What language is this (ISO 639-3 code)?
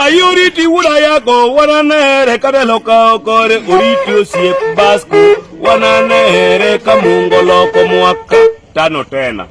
luo